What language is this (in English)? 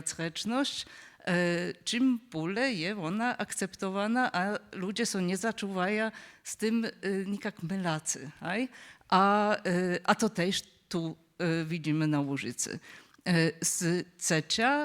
Upper Sorbian